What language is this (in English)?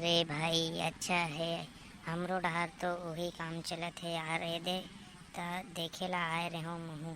Chhattisgarhi